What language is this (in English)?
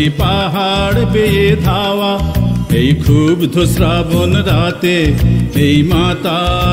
Bangla